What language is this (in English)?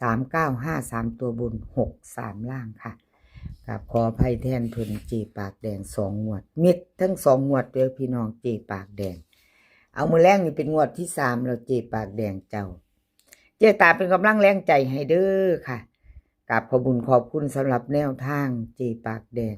Northeastern Thai